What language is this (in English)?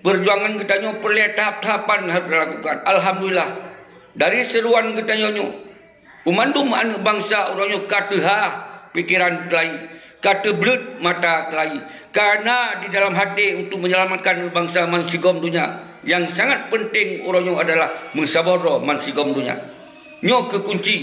Achinese